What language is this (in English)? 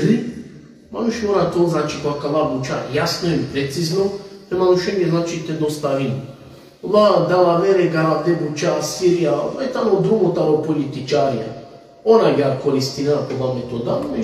Balkan Romani